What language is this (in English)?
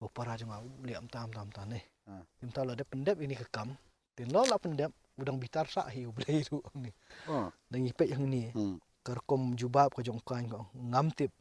Khasi